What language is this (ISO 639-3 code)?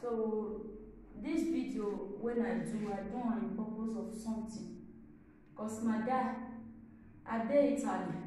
pcm